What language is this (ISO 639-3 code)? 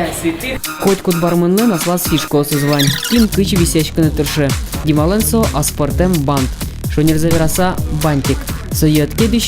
udm